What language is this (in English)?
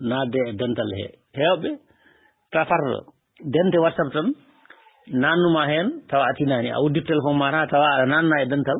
Fula